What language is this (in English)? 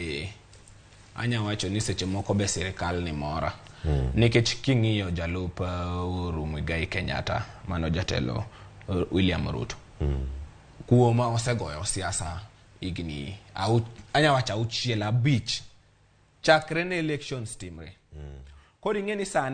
Luo (Kenya and Tanzania)